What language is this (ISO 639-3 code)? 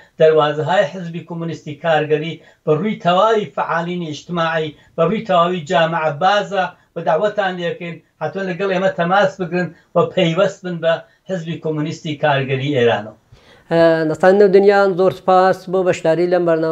ckb